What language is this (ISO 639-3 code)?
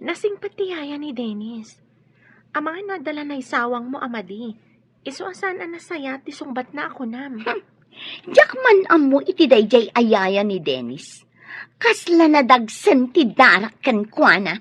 ilo